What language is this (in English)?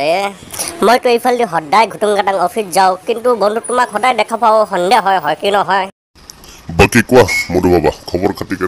Assamese